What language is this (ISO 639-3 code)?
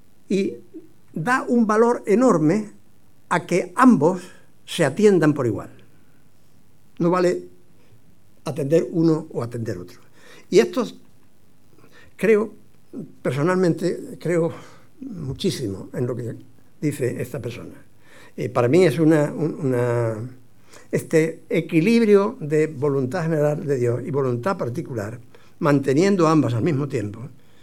spa